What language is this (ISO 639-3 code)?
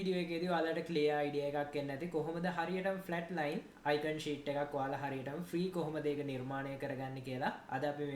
sin